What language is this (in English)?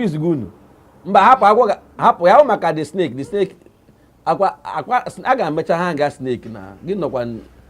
Igbo